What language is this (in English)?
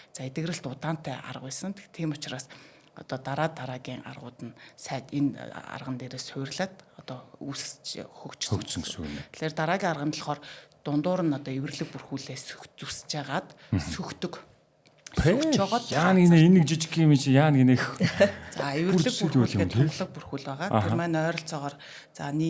Mongolian